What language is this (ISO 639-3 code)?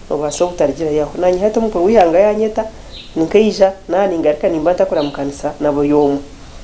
nyn